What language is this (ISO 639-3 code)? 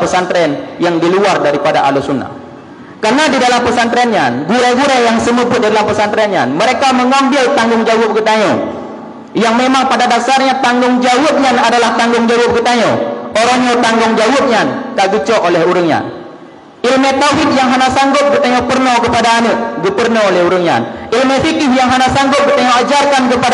ace